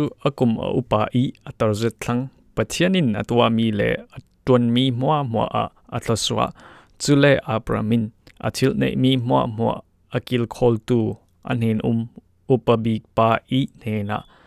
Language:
Falam Chin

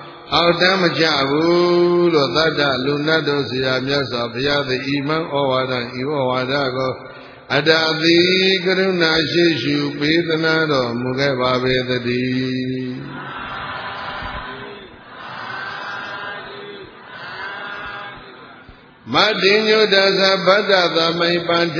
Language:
Burmese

